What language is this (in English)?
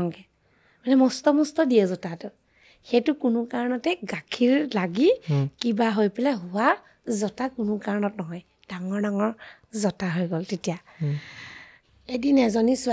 Assamese